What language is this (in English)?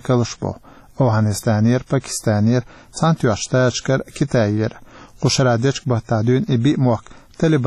Chechen